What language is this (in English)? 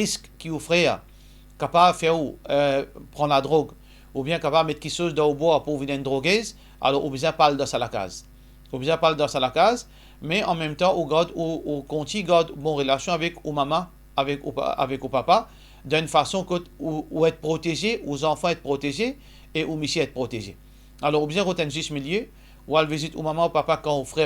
Morisyen